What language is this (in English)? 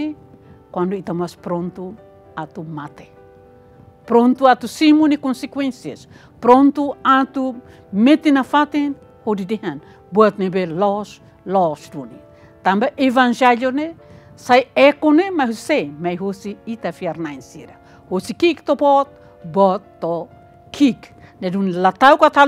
Tetum